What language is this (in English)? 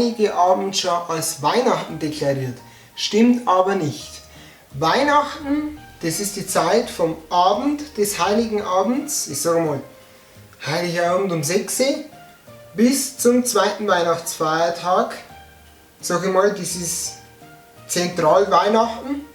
Bavarian